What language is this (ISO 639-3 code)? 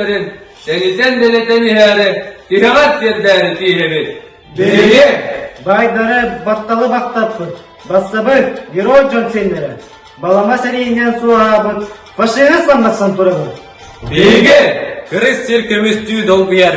sah